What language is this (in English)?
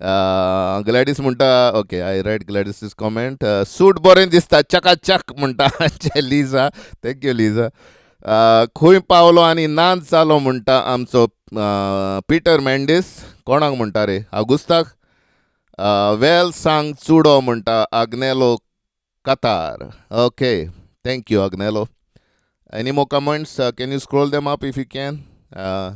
Konkani